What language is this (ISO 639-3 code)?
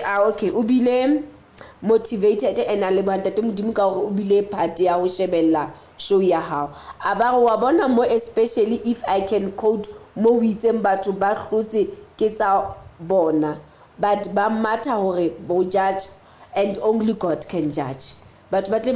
sot